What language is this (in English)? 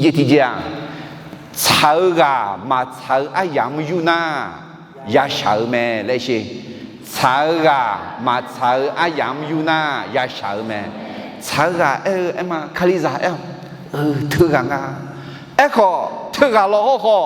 Akha